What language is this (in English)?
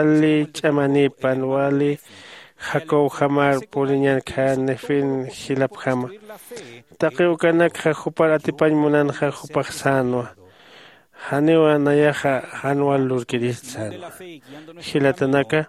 Aymara